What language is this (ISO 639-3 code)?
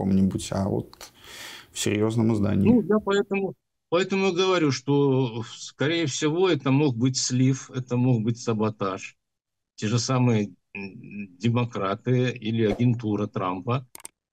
rus